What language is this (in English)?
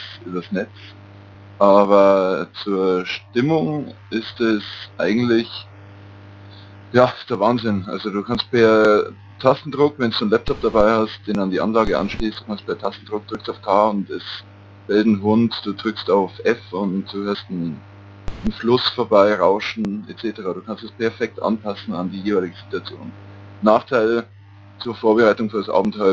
German